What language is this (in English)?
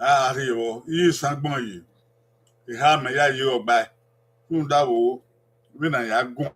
Bini